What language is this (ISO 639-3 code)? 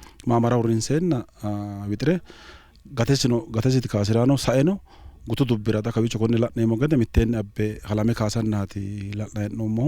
sid